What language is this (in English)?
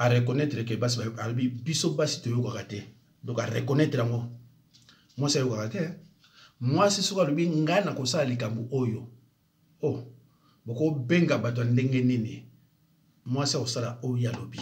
Lingala